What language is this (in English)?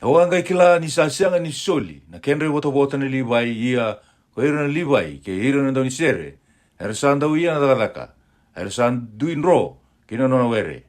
Fijian